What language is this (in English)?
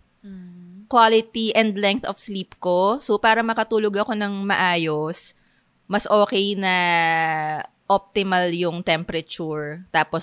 Filipino